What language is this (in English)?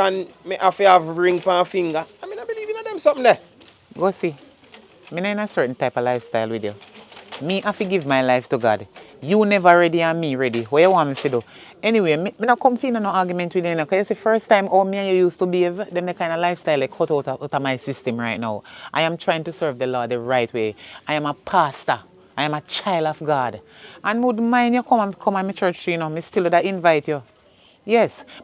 Jamaican Creole English